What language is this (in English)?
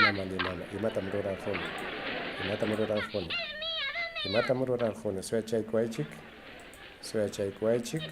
Ayacucho Quechua